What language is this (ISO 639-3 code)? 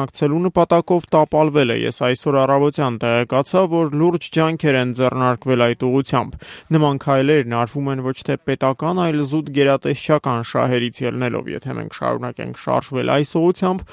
hye